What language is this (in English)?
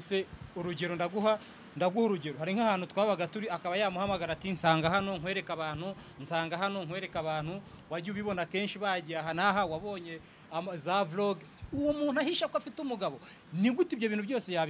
Kinyarwanda